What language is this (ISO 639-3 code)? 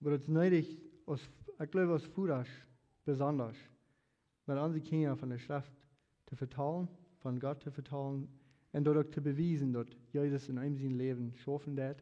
pdt